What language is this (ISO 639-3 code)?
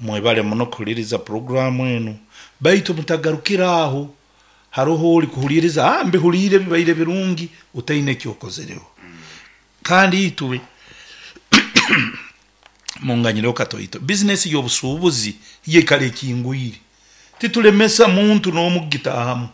nyo